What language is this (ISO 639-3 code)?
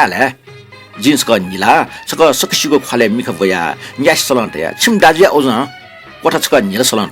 new